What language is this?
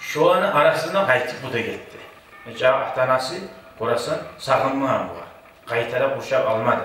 Kumyk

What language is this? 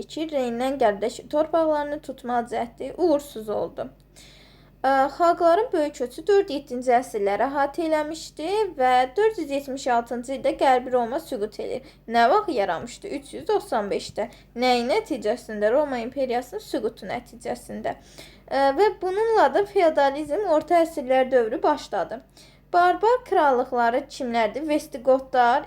Azerbaijani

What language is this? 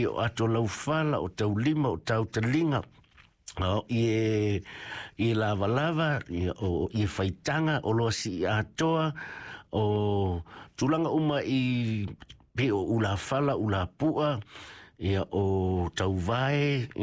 Samoan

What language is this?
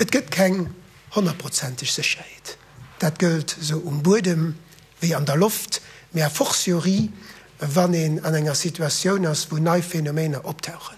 Luxembourgish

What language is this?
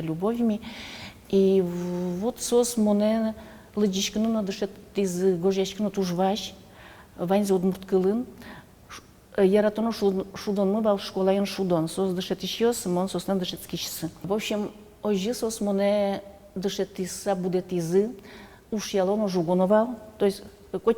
Udmurt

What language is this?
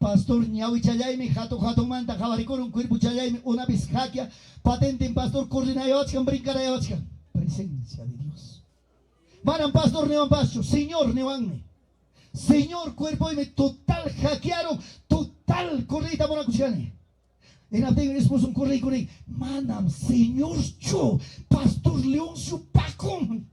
Ayacucho Quechua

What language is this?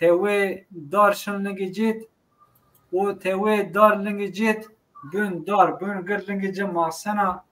Zaza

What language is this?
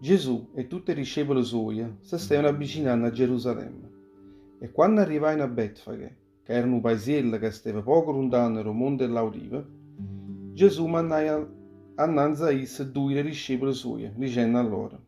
Neapolitan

